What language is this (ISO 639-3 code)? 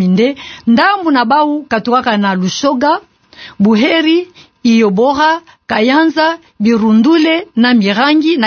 ktu